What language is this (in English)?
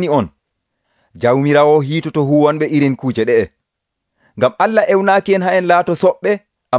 Nigerian Fulfulde